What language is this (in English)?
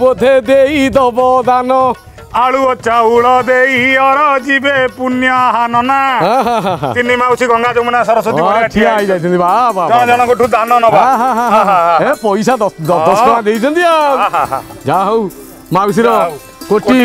Odia